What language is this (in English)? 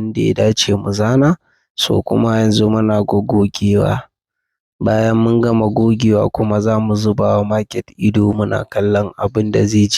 Hausa